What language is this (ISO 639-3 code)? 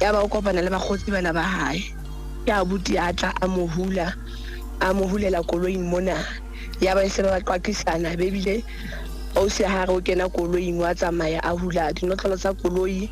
sot